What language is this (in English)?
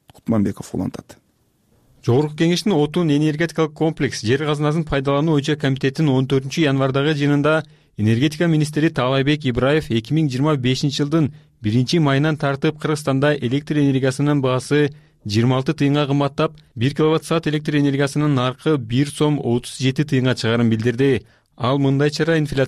Kyrgyz